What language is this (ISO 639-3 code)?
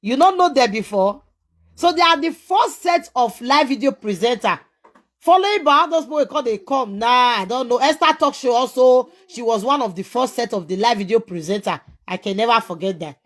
pcm